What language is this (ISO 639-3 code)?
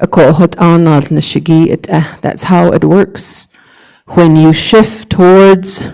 nav